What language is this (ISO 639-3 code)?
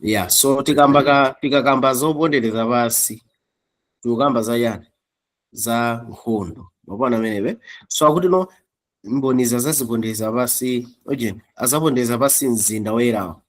nya